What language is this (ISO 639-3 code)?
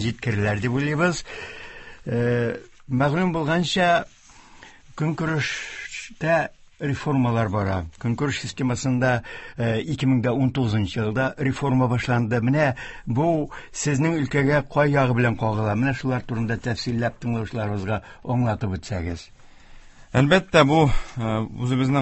tat